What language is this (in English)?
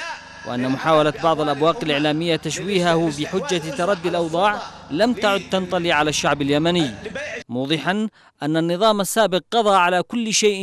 Arabic